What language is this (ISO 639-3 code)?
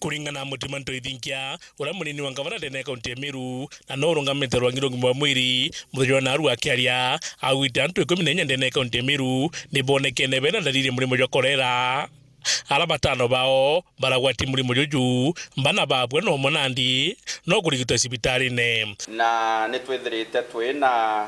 mer